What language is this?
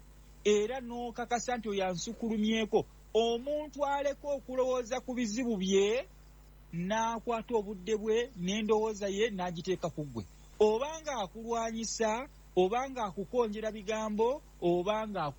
Ganda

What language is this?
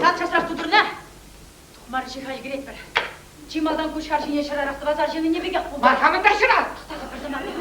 Chuvash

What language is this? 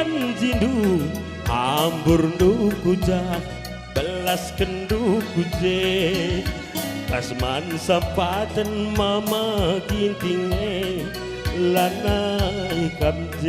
Batak Karo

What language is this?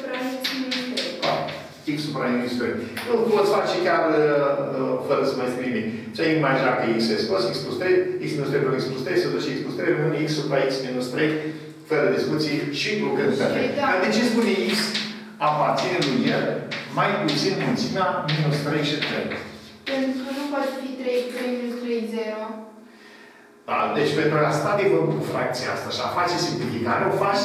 Romanian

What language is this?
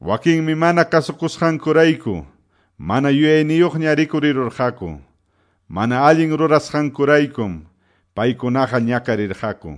Quechua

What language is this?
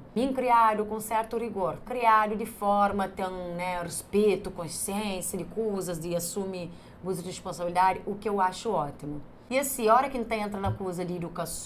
Kabuverdianu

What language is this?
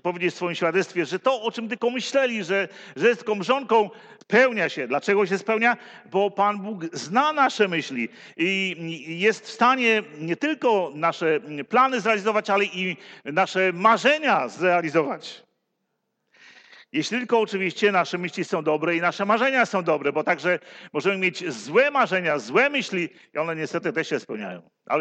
Polish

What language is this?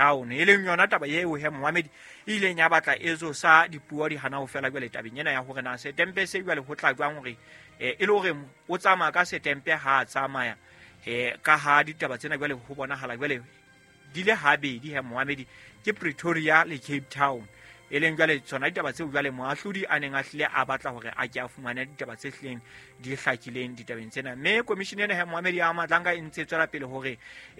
Southern Sotho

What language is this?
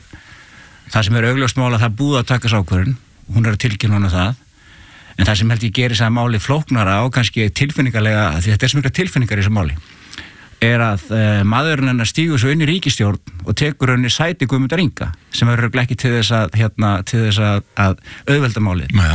Icelandic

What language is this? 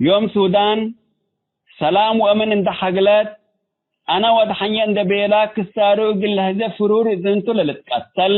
Tigre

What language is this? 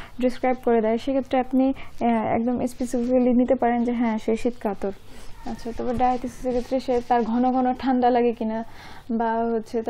Bangla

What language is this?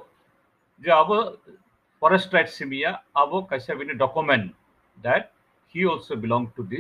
Kok Borok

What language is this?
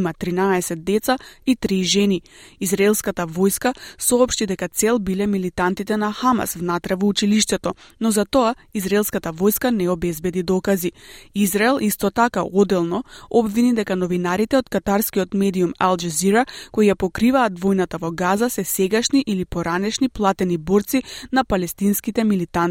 Macedonian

